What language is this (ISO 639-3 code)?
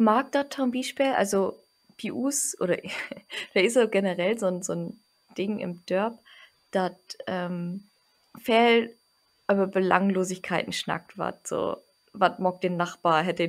nds